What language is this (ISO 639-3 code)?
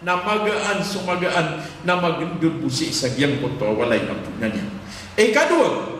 mrw